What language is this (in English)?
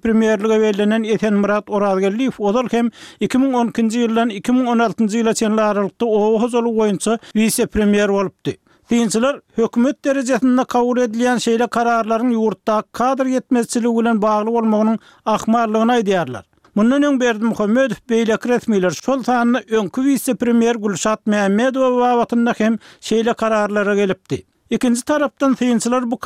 Turkmen